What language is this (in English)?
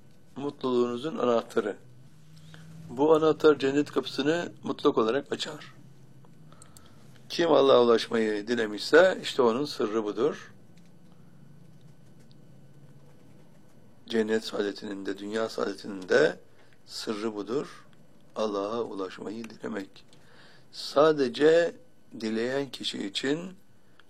Turkish